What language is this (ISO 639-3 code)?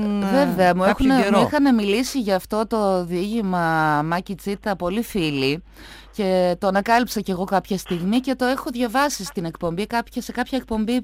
ell